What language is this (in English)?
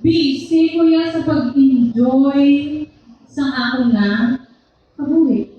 Hiligaynon